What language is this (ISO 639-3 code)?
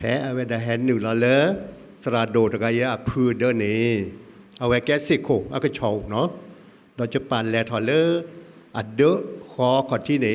ksw